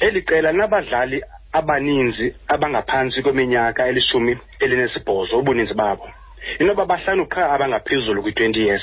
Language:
Xhosa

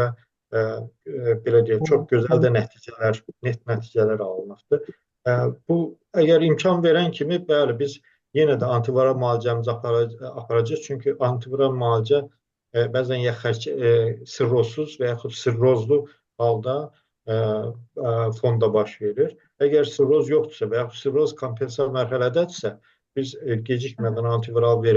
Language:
Azerbaijani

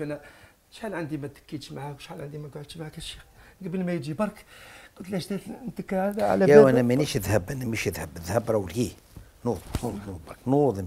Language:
Algerian Arabic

